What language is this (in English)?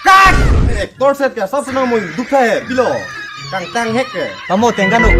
Karbi